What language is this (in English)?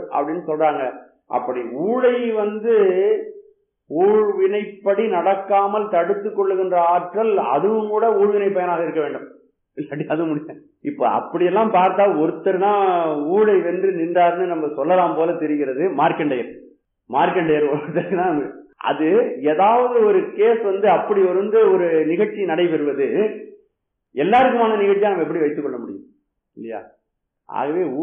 Tamil